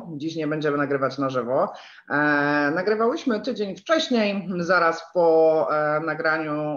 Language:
Polish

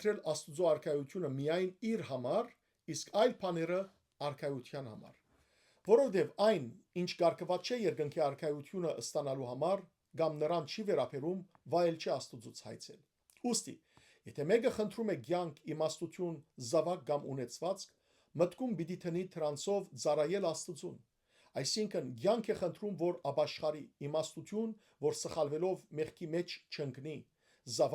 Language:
Western Armenian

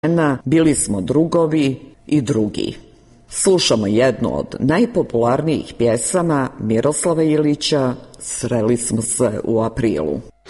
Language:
Serbian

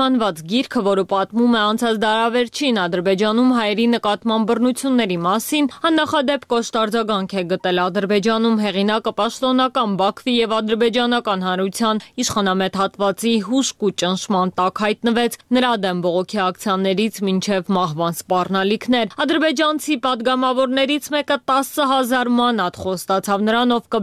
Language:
Armenian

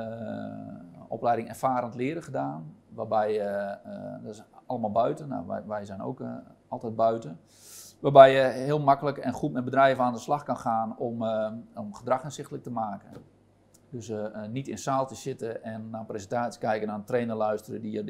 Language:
Dutch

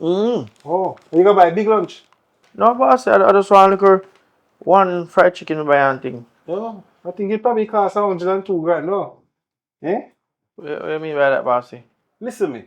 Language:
Jamaican Creole English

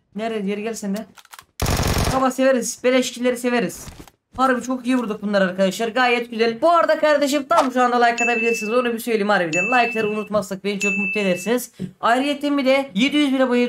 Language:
Turkish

